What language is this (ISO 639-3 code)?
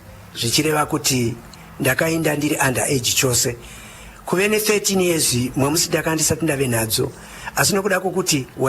sna